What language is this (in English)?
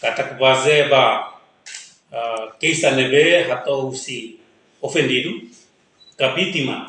Tetum